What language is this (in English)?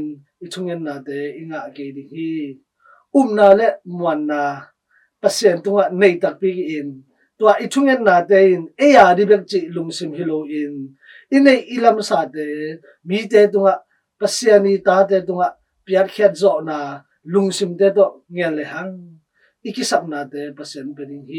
Tedim Chin